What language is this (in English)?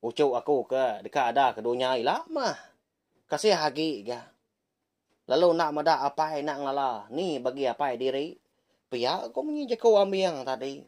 Iban